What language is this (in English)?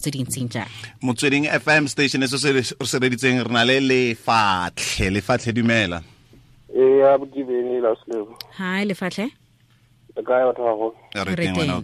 Tswana